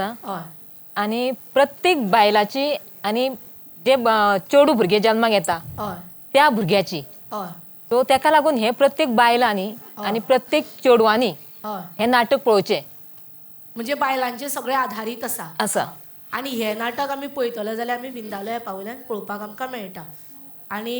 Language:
Konkani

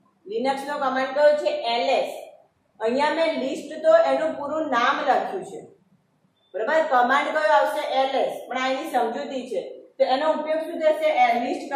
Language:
Gujarati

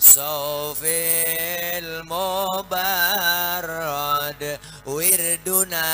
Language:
Betawi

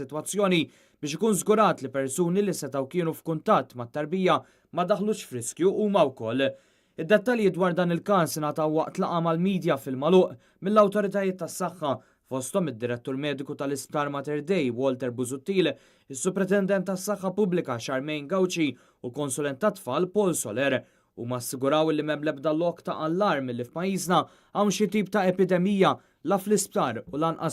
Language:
Maltese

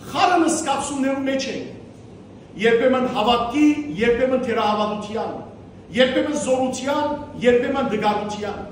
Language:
Western Armenian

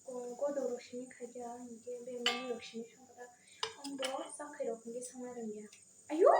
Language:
Kok Borok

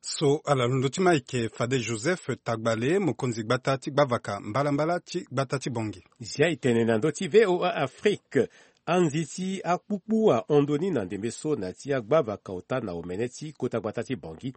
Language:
Sango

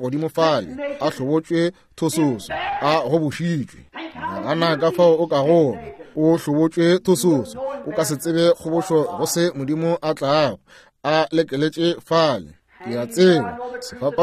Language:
Northern Sotho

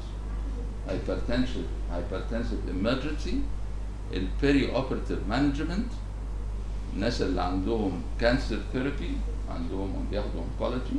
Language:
Egyptian Arabic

